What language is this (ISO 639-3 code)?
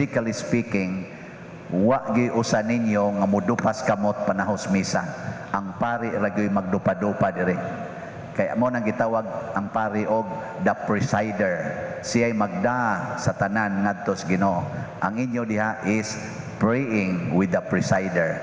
ceb